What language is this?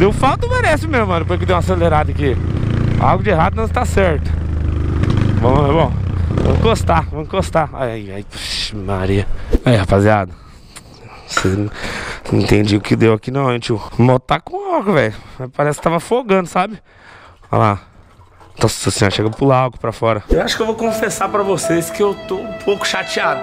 Portuguese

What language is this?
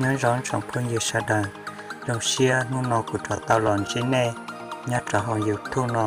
Hmong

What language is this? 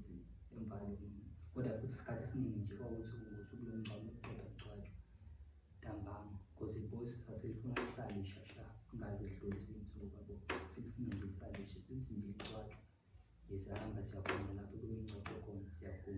Zulu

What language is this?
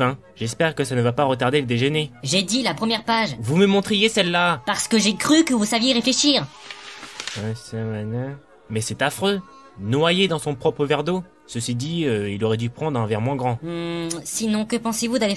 French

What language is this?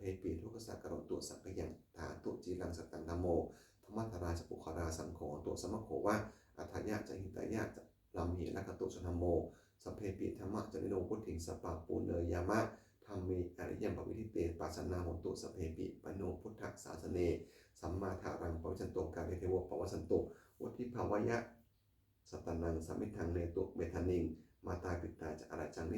Pali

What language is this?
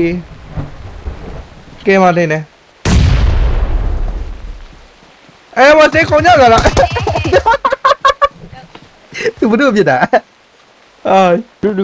Burmese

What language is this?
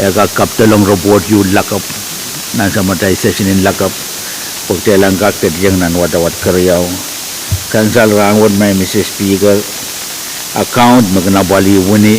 Pohnpeian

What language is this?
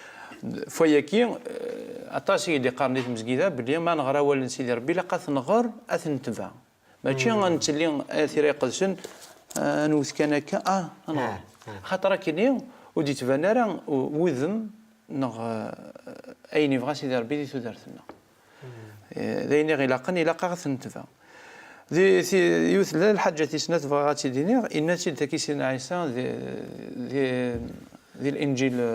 Kabyle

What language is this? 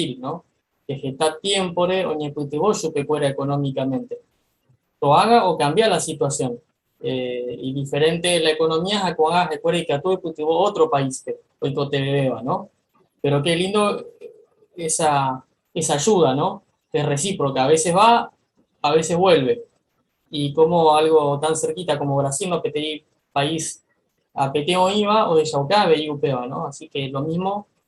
Guarani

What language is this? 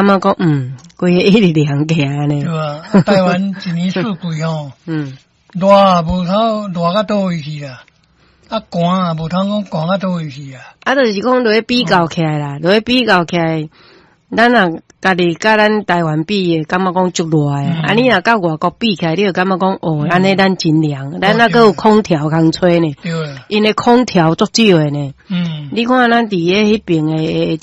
Min Nan Chinese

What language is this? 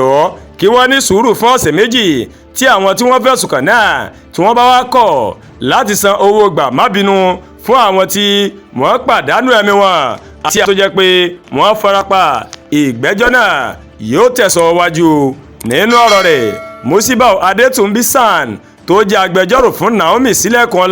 Yoruba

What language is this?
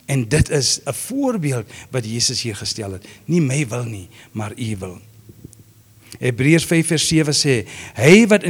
Afrikaans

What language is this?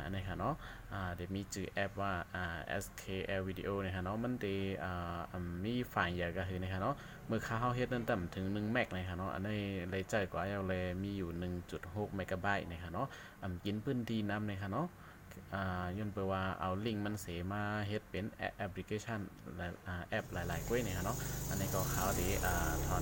Shan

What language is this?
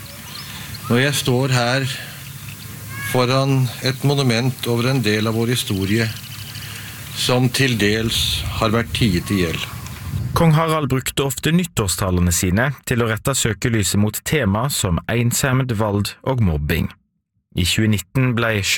Norwegian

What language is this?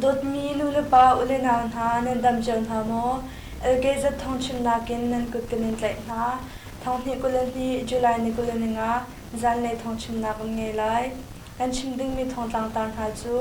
Hakha Chin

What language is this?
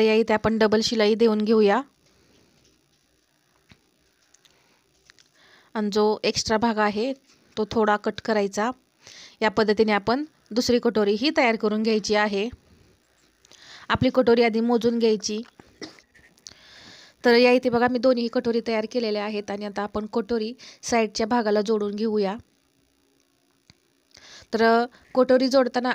Marathi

